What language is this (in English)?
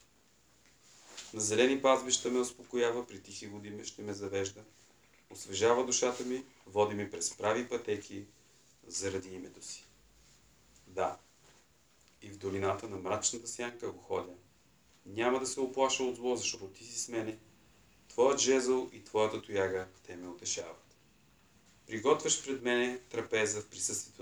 Bulgarian